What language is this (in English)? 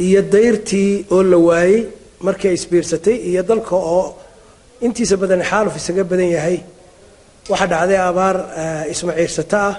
Somali